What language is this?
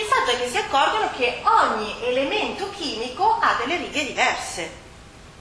Italian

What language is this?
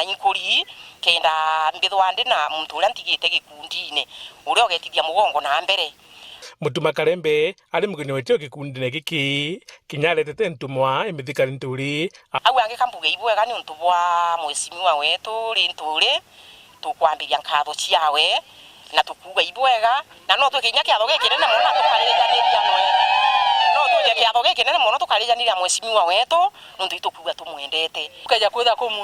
Meru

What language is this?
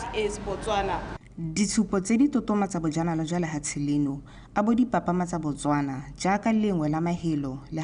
Tswana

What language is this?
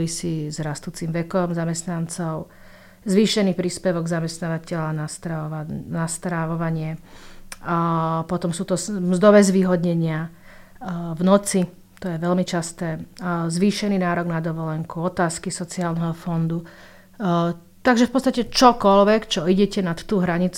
Slovak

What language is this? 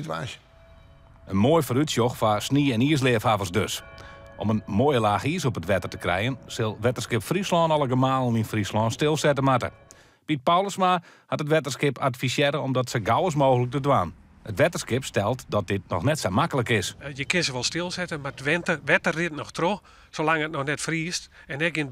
Western Frisian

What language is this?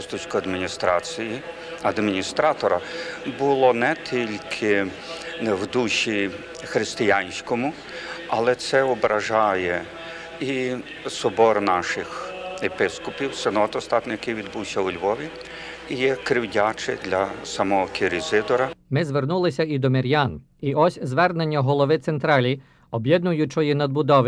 Ukrainian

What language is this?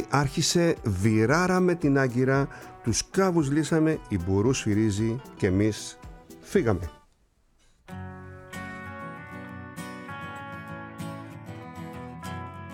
Greek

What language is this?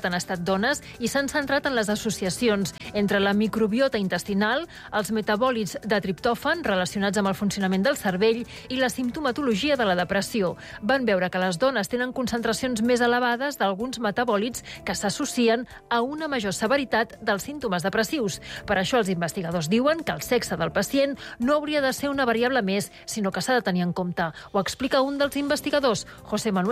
Catalan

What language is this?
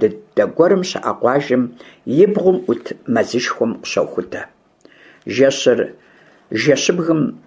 Kabardian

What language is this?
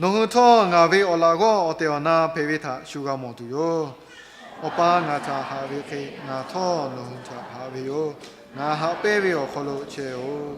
Lahu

